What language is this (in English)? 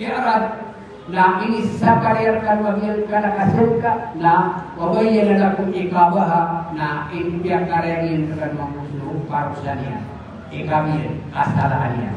Maranao